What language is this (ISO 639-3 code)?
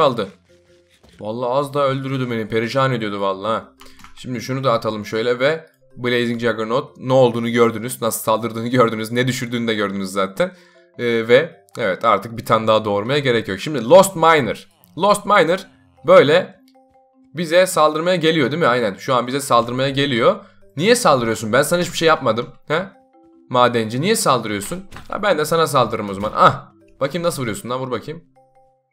tur